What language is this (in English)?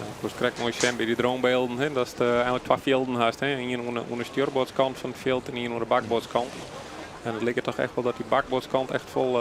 Western Frisian